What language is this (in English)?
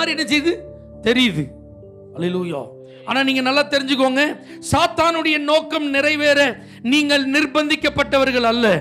Tamil